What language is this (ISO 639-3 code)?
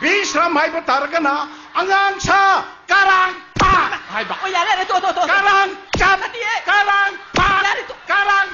mni